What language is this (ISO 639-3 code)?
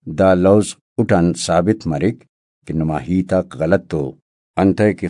brh